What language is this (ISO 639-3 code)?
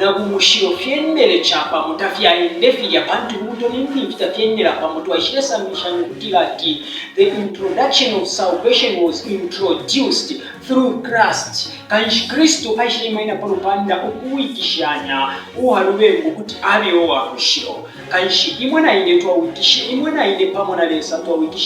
bem